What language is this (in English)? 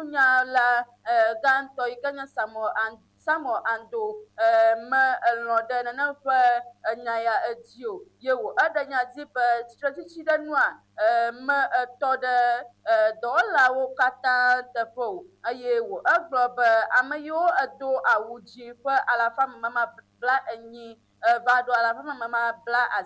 Ewe